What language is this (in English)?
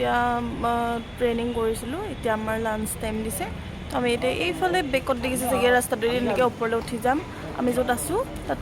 Assamese